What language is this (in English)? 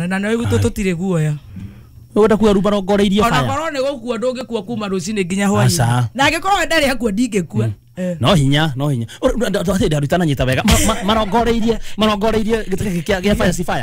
Kikuyu